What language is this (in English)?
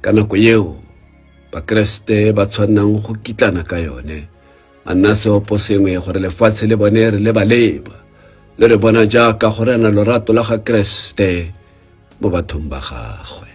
Tswana